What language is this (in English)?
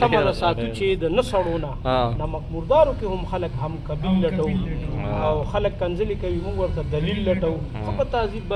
Pashto